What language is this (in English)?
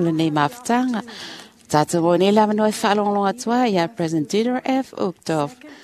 Samoan